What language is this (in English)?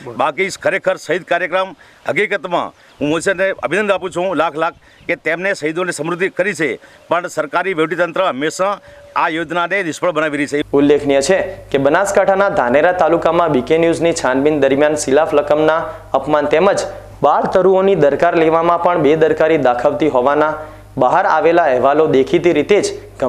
Gujarati